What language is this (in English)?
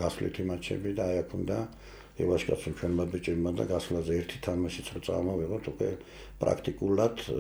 Georgian